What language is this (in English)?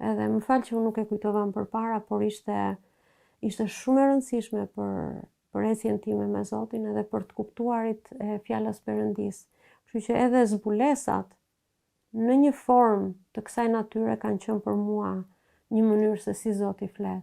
Albanian